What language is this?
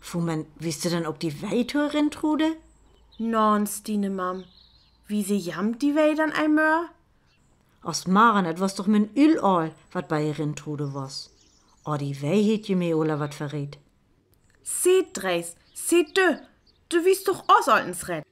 Northern Frisian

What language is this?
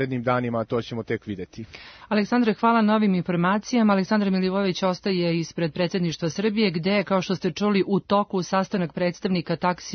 Serbian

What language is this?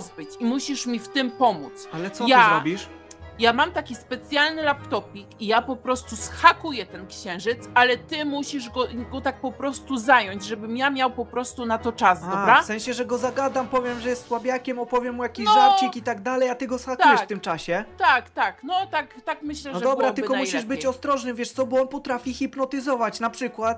Polish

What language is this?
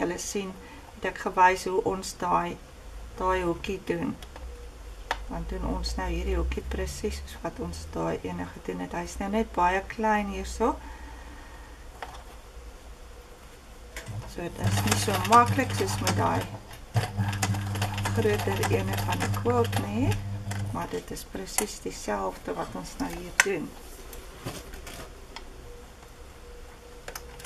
Afrikaans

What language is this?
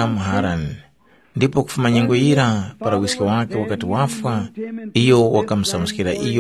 Tumbuka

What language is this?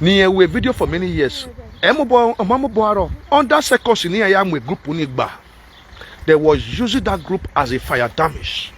Nigerian Pidgin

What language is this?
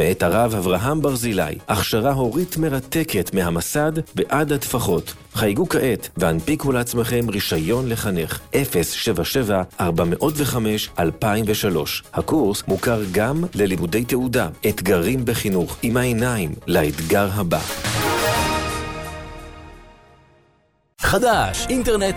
Hebrew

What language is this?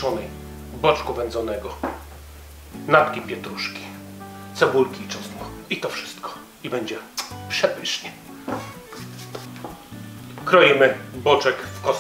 Polish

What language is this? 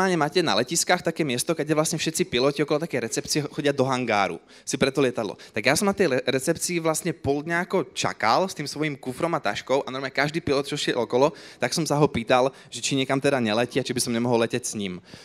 Slovak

